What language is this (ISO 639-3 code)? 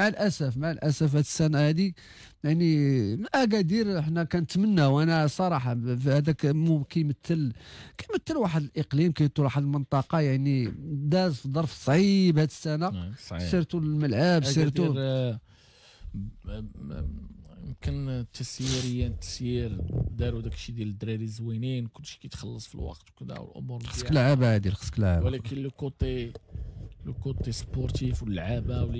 ary